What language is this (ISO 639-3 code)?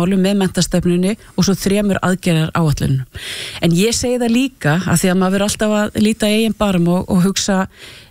isl